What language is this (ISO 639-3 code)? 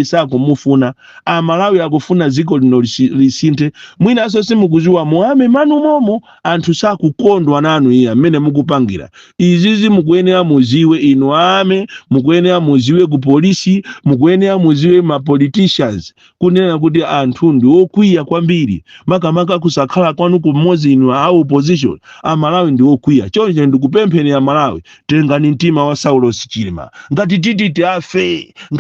nya